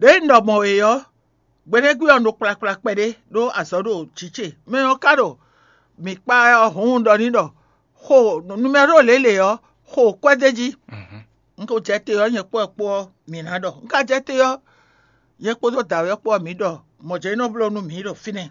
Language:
Fon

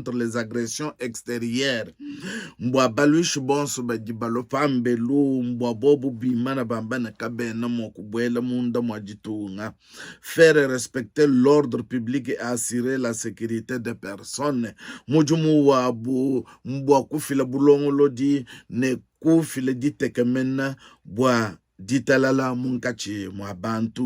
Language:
Luba-Lulua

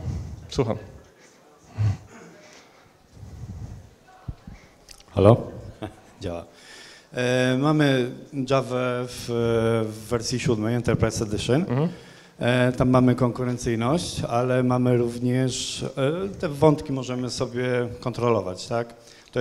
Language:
Polish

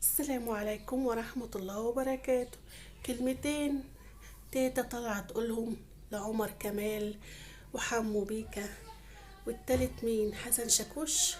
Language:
Egyptian Arabic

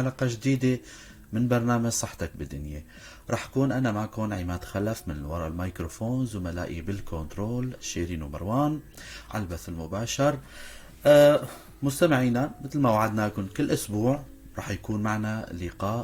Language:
North Levantine Arabic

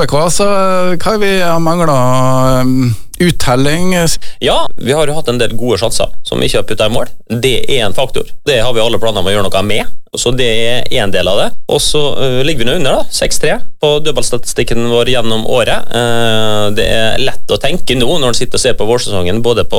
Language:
Norwegian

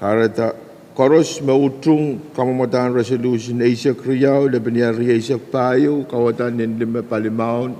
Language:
Pohnpeian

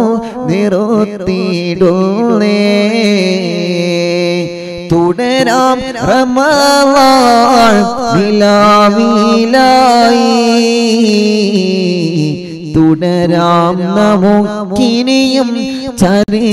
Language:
Malayalam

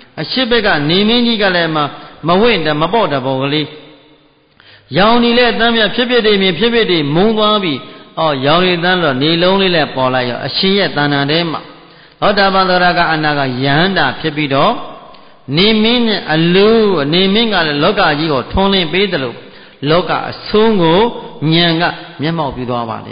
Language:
Burmese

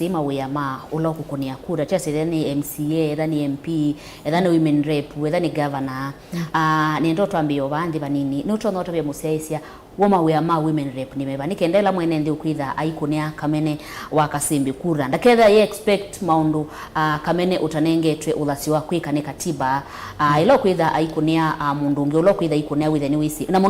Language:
Kamba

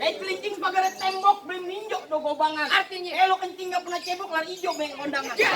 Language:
Betawi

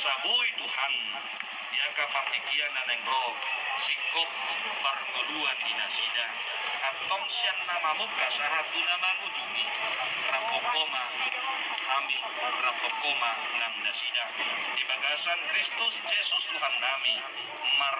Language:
Batak Toba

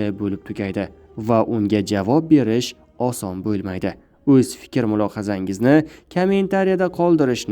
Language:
Uzbek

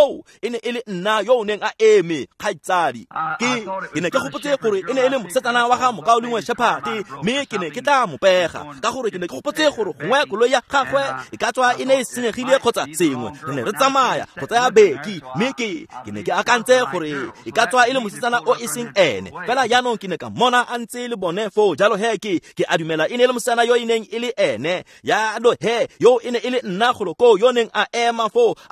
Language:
Tswana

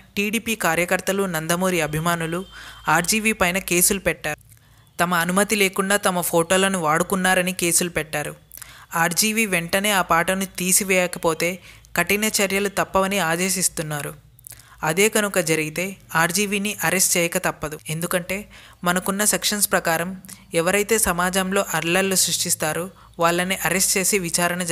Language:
Telugu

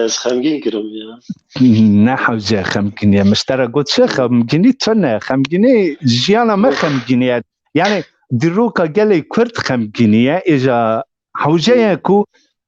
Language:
Kurdish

